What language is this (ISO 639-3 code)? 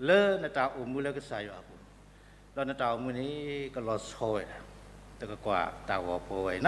ksw